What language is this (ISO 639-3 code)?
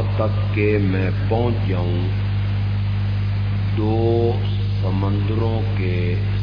urd